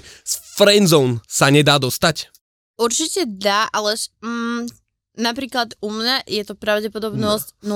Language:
Slovak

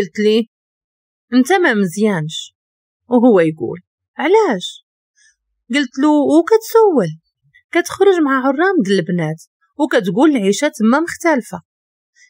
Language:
Moroccan Arabic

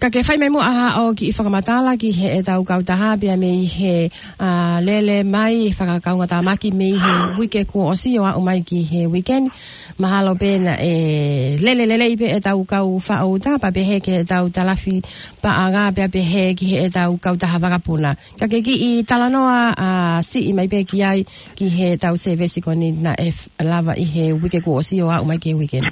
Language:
Tongan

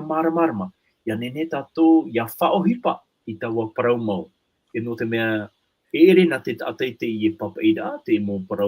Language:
Tahitian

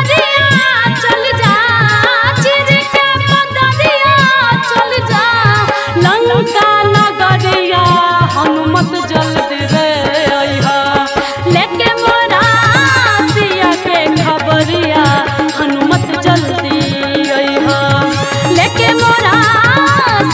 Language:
Bhojpuri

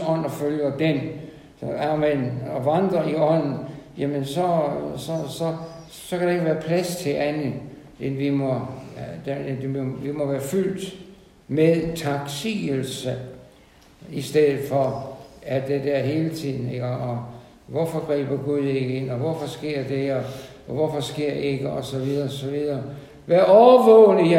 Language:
Danish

